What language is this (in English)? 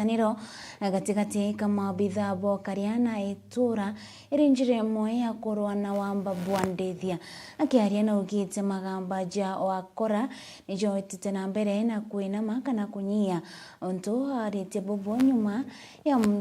Meru